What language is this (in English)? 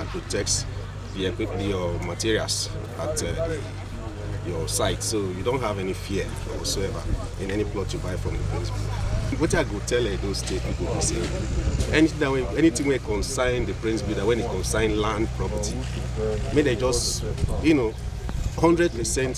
Nigerian Pidgin